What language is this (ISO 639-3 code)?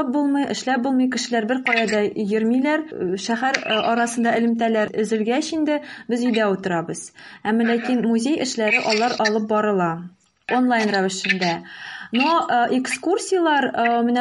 tat